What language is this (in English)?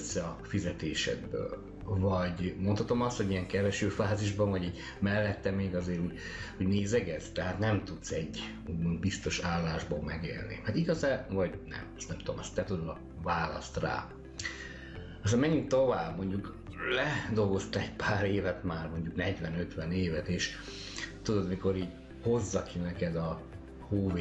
Hungarian